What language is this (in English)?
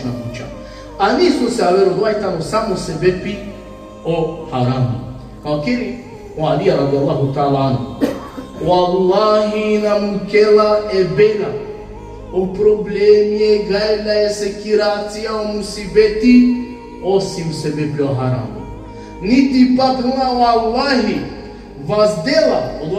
Balkan Romani